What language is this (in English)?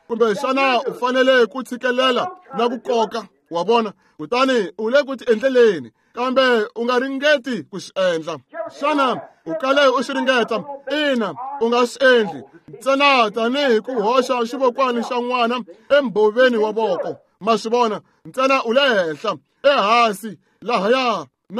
Tsonga